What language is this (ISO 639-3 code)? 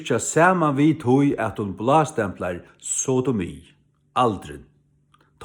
fao